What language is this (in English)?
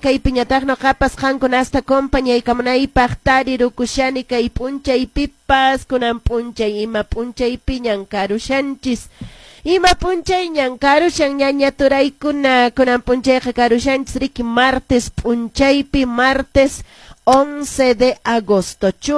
Quechua